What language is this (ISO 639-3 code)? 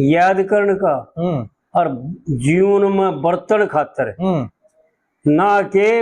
bgc